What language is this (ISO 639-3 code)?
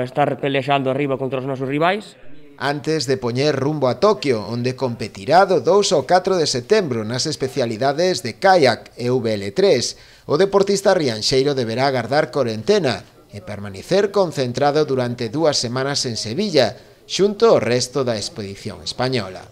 glg